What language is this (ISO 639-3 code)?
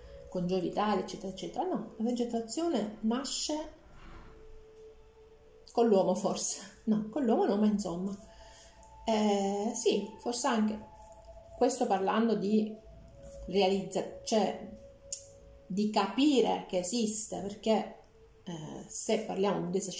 ita